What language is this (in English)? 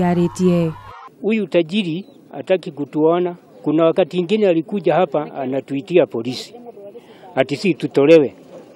Kikuyu